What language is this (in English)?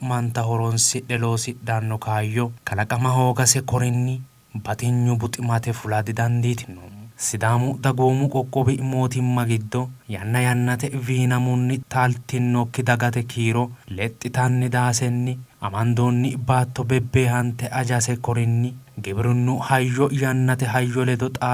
Sidamo